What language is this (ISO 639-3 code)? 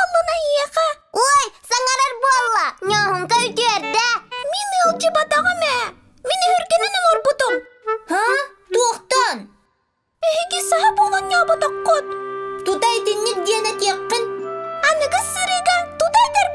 sah